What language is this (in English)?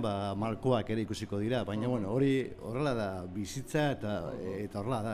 Basque